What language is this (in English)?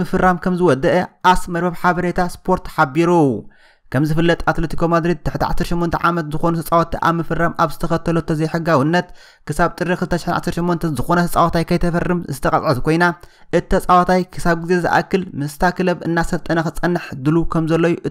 Tigrinya